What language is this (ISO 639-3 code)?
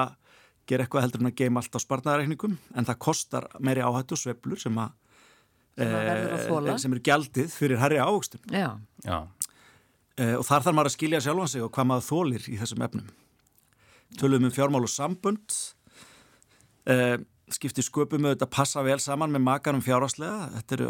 isl